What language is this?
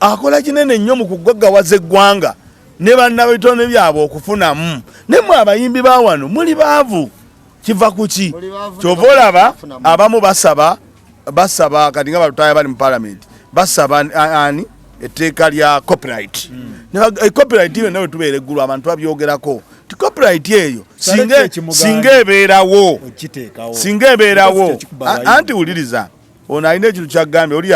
Ganda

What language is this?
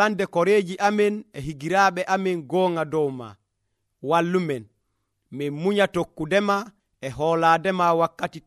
Nigerian Fulfulde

